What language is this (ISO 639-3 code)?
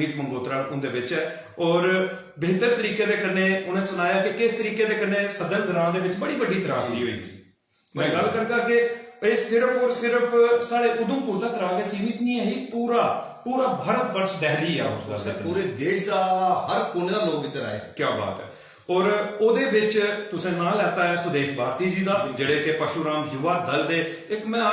doi